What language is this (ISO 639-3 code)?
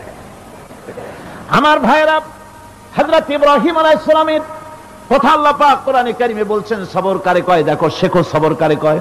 ben